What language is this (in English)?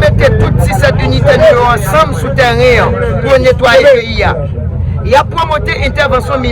Haitian Creole